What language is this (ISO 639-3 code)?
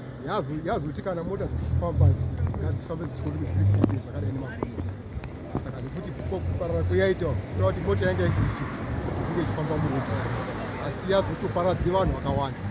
sna